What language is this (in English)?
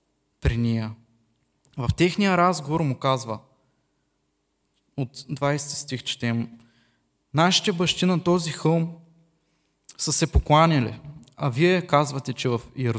Bulgarian